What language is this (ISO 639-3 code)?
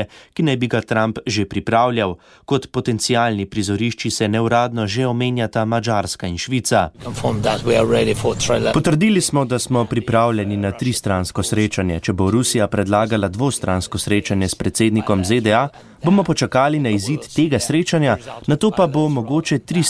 slv